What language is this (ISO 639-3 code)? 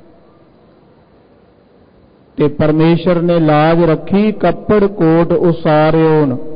pan